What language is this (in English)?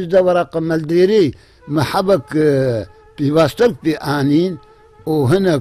Kurdish